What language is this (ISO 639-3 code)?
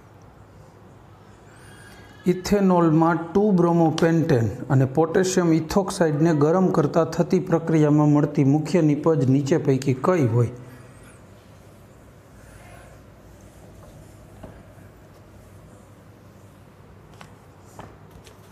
guj